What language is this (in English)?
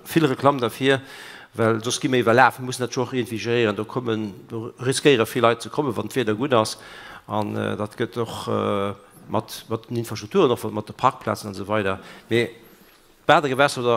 Luxembourgish